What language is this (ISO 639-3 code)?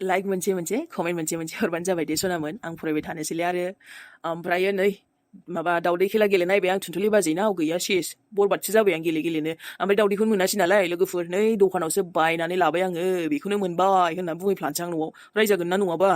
brx